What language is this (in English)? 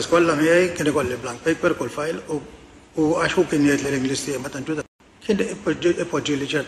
Maltese